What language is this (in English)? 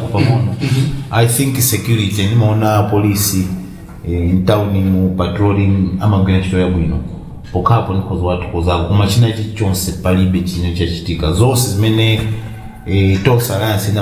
Nyanja